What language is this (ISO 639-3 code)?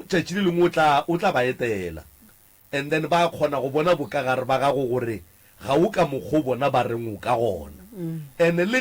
nso